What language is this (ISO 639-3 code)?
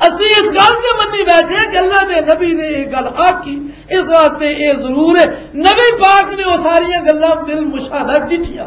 lah